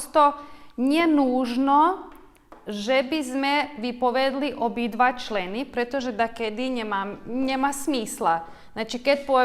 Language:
Rusyn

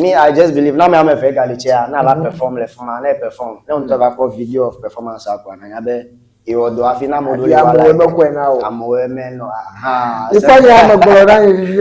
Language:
Ewe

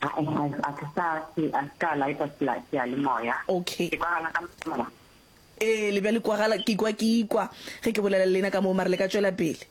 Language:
Northern Sotho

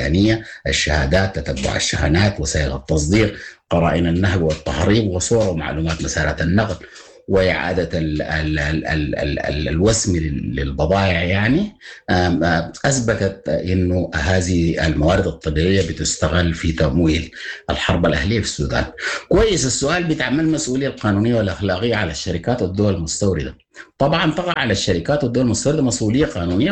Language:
Sudanese Arabic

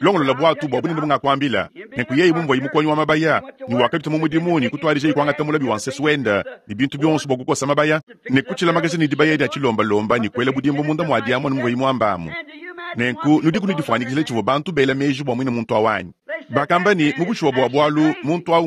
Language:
Luba-Lulua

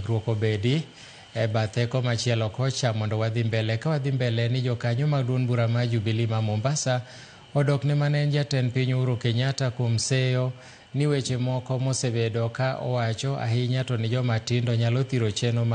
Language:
Luo (Kenya and Tanzania)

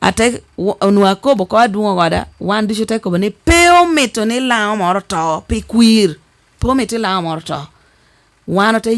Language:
Lango (Uganda)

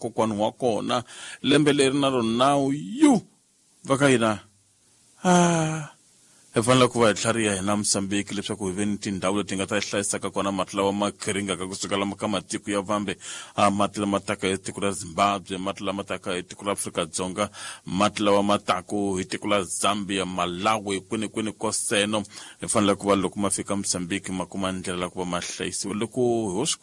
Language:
Tsonga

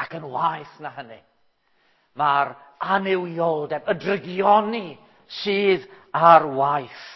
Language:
Welsh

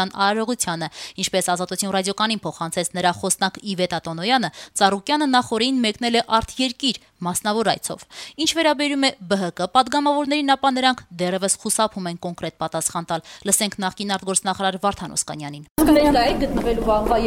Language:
Armenian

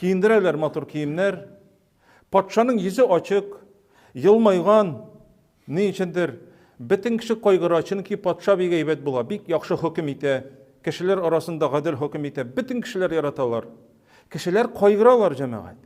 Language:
Tatar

